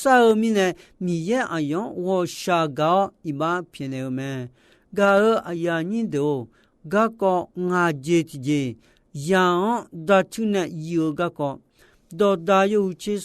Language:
Akha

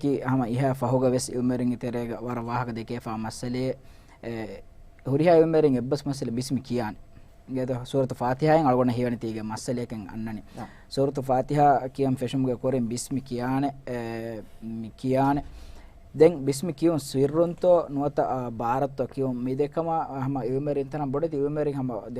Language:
Divehi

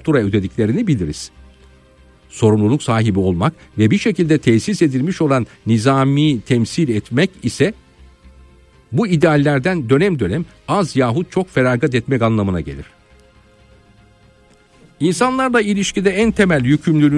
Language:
Turkish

